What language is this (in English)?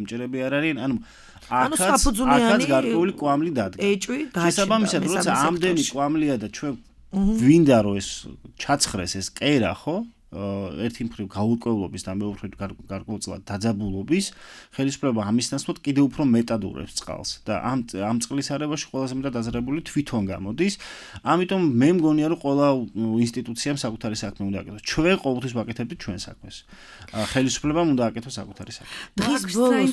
Georgian